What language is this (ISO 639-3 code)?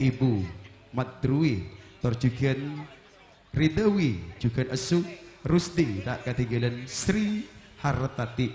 mad